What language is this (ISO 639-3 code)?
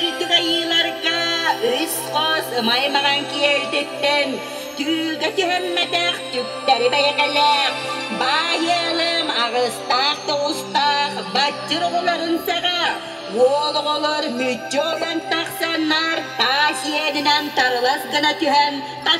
sah